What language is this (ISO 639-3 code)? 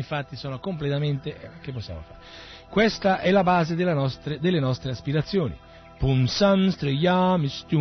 ita